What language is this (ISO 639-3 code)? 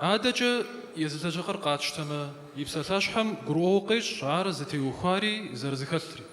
kbd